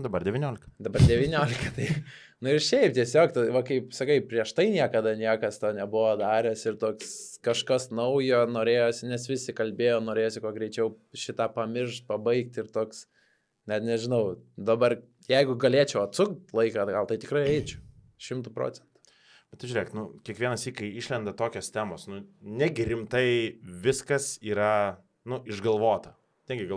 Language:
Lithuanian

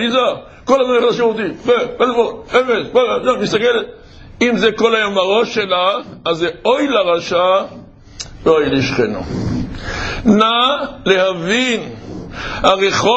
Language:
Hebrew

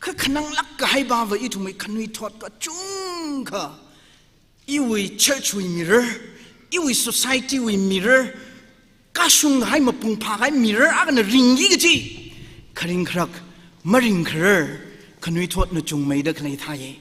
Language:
Tangkhul Naga (India)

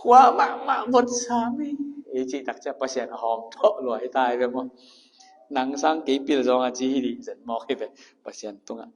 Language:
Tedim Chin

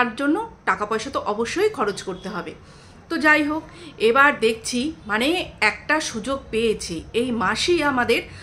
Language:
Bangla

